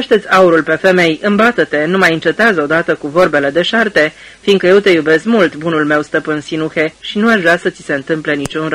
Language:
Romanian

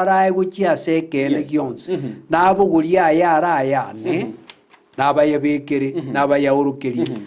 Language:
Gusii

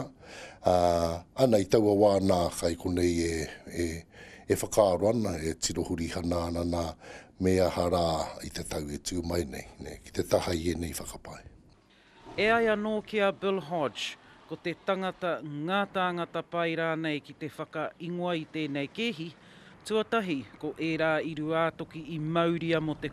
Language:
Māori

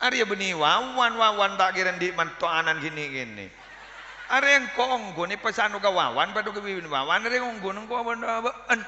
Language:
Madurese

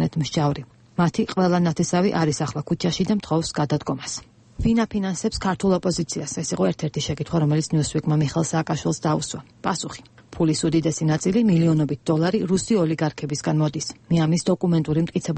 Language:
Georgian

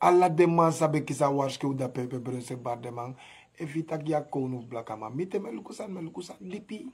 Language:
Sranan Tongo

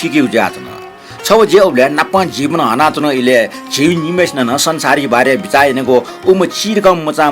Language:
Newari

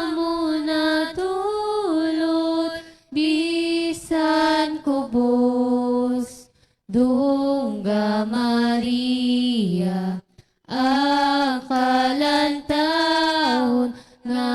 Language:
Hiligaynon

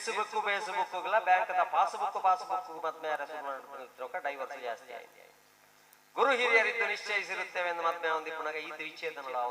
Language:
Tulu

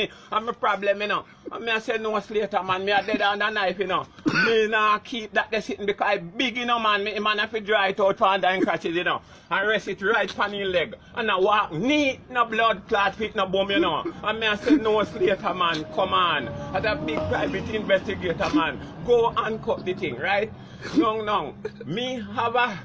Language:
Jamaican Creole English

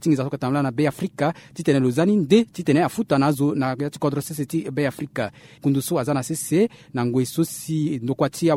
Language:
Sango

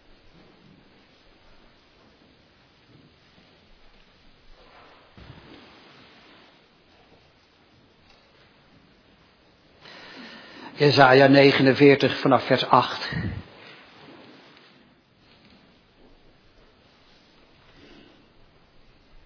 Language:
Dutch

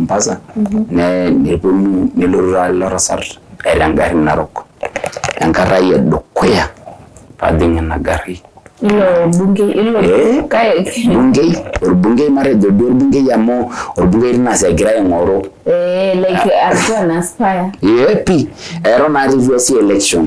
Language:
Masai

